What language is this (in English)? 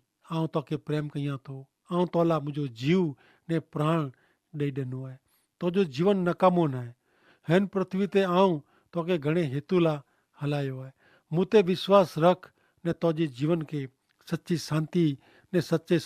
Kachhi